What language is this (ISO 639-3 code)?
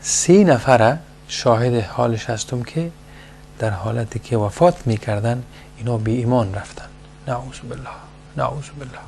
fas